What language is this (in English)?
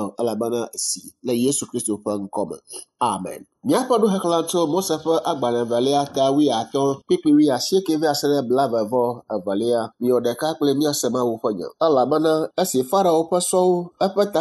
Ewe